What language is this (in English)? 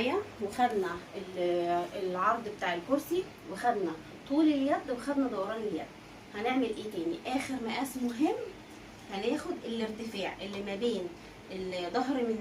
Egyptian Arabic